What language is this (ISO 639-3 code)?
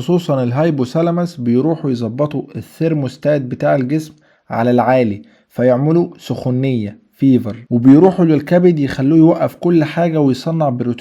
arz